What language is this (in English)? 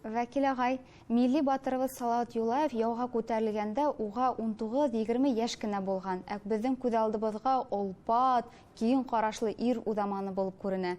Bashkir